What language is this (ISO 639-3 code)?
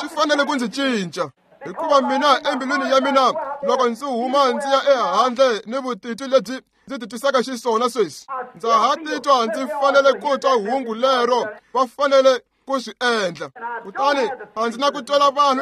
tso